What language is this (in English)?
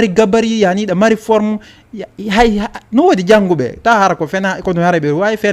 Fula